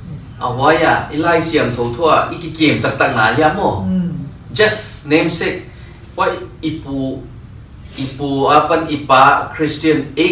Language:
Paite Chin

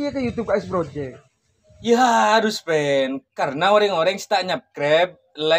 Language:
Madurese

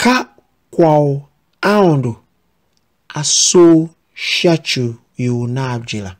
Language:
Tiv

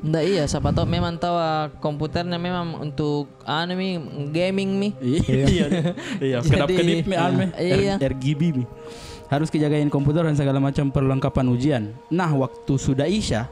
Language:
Makassar Malay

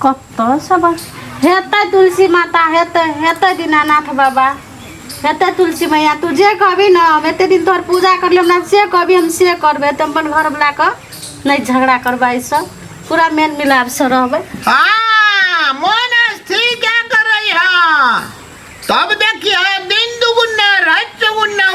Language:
Maithili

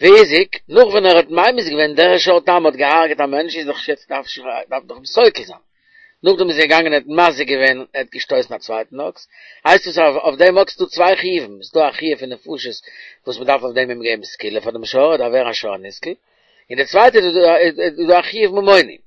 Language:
Yiddish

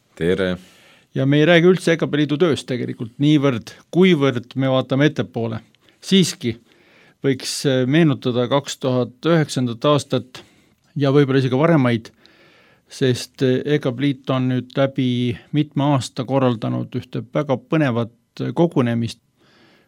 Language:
Estonian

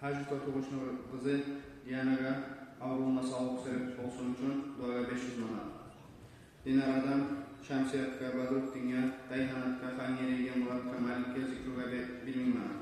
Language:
Kumyk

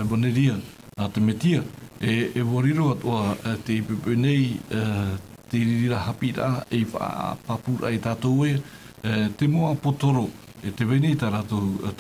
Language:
Tahitian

